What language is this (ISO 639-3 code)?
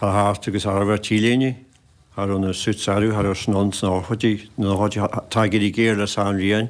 gle